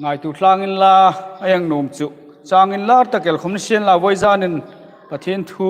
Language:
Hmar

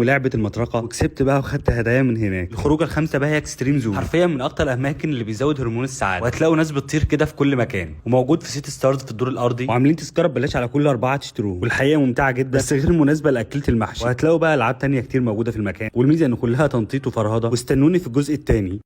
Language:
Egyptian Arabic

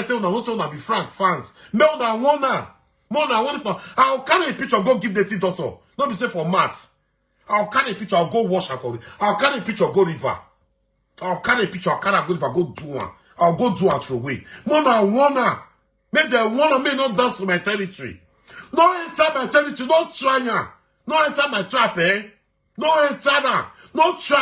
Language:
Nigerian Pidgin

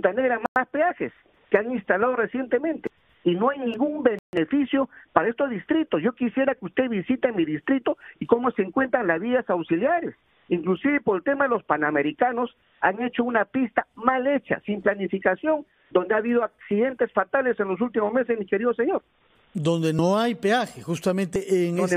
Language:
Spanish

